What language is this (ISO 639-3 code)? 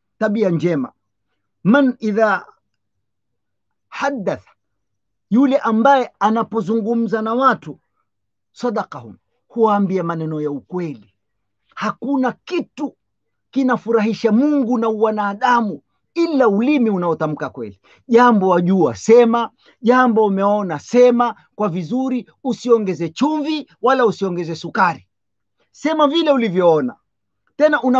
swa